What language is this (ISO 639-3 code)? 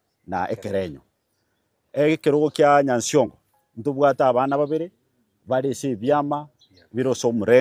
guz